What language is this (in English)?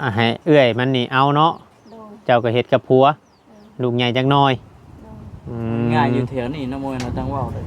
Northeastern Thai